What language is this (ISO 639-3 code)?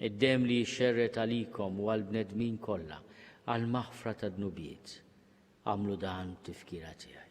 mlt